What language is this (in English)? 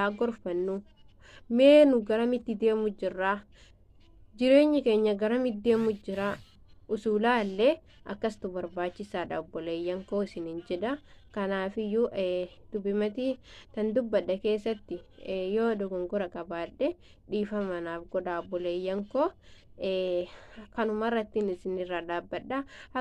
Oromo